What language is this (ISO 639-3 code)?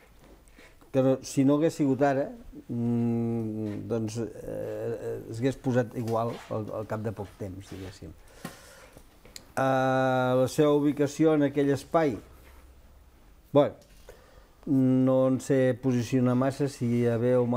cat